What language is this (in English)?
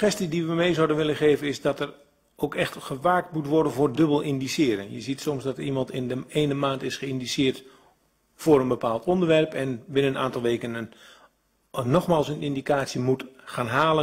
Dutch